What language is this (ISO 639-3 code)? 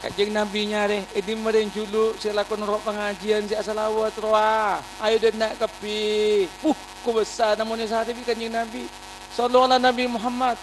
mad